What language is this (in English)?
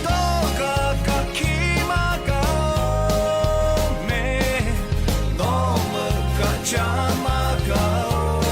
Lahu